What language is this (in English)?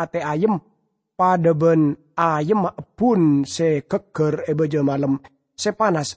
Madurese